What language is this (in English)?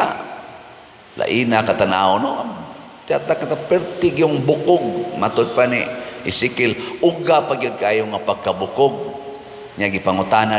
Cebuano